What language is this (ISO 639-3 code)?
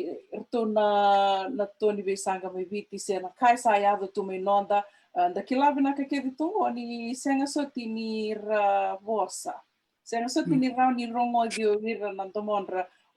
fij